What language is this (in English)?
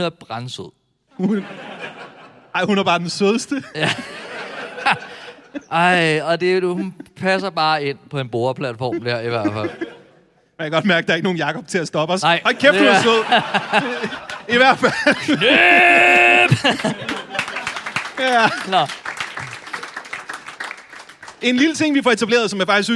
Danish